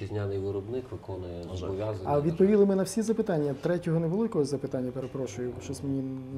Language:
Ukrainian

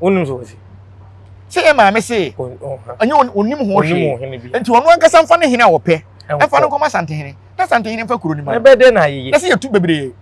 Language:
Akan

